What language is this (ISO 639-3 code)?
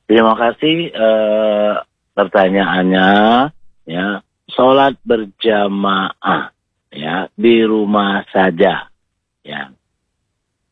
ind